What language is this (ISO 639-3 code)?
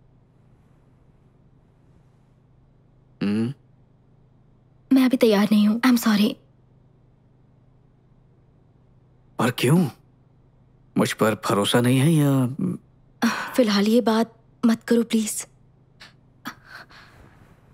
hin